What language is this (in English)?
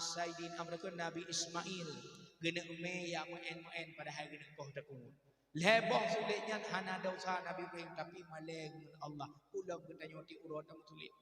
Achinese